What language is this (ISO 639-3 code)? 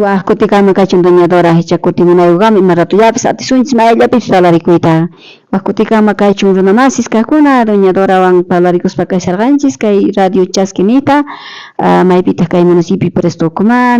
quh